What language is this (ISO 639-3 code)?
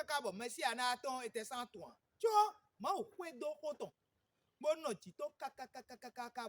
fon